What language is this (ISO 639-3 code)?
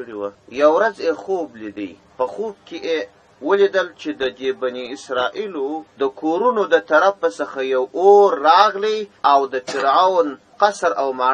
pus